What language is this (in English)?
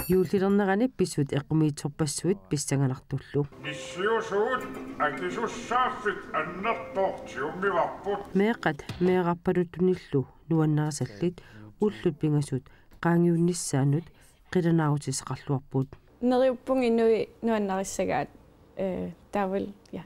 Kalaallisut